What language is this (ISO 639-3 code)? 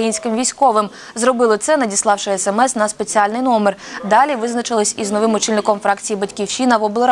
ukr